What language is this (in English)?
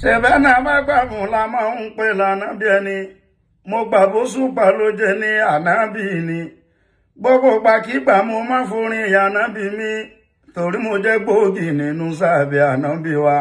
Yoruba